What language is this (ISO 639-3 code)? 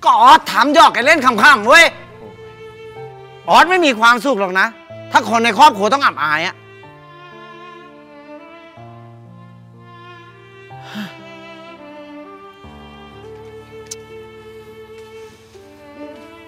tha